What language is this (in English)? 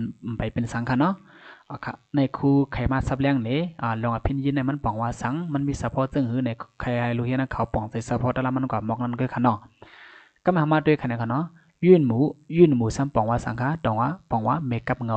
Shan